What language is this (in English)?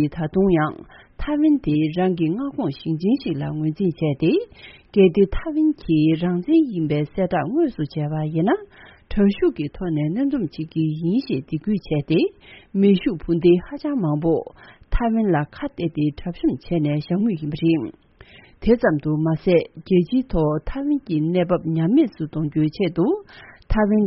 Tibetan